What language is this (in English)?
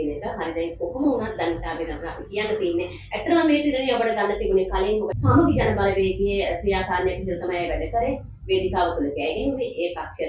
Sinhala